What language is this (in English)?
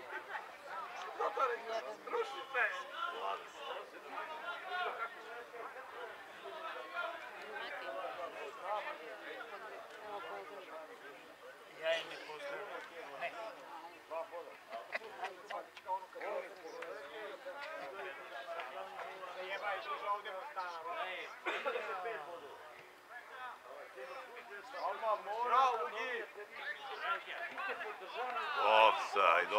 Serbian